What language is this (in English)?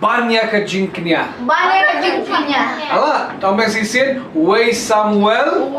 Khasi